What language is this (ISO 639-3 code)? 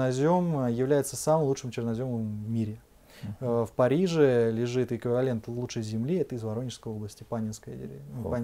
rus